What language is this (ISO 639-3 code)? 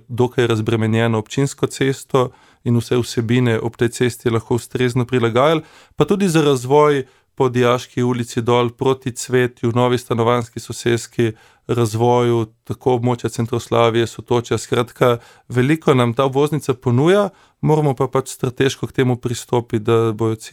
slv